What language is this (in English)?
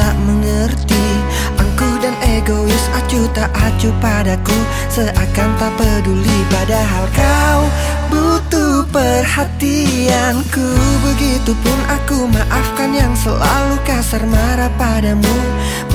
Indonesian